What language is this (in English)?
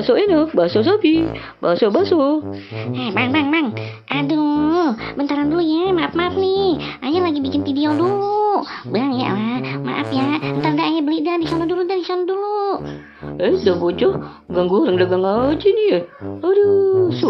Betawi